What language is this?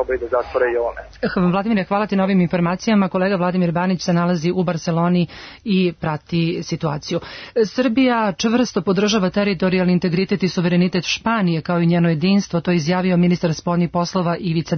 Serbian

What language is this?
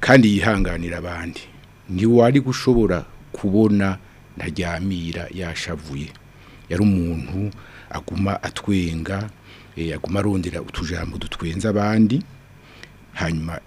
Rundi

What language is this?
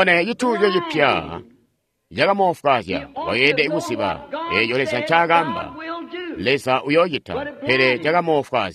Tonga (Zambia)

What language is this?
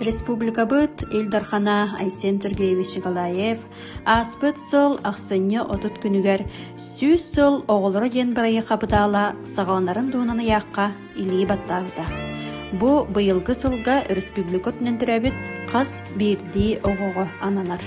Yakut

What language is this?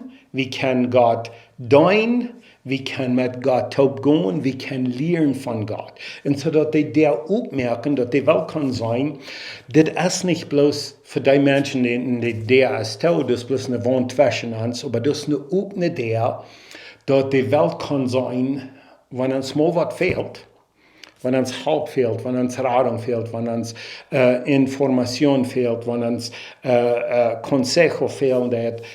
Plautdietsch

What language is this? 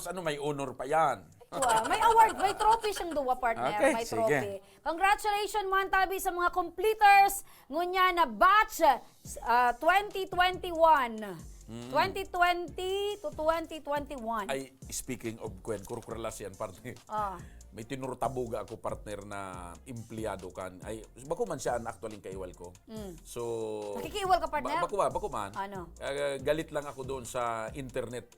Bikol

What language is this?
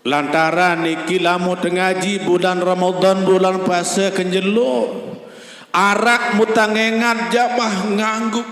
Sasak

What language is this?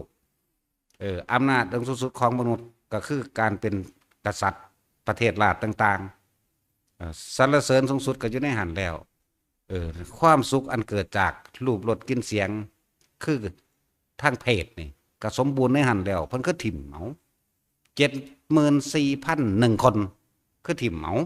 Northeastern Thai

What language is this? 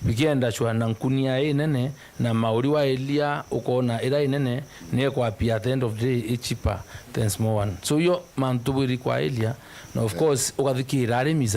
Meru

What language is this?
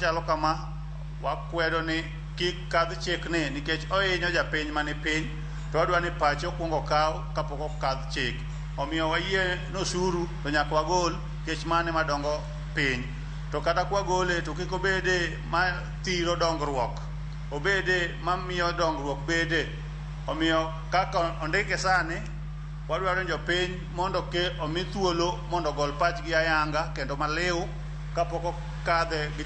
Luo (Kenya and Tanzania)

